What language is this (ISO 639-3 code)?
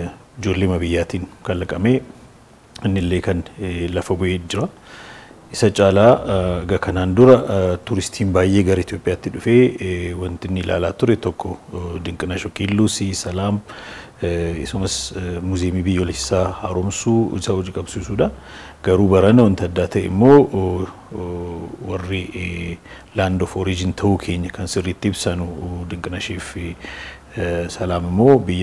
orm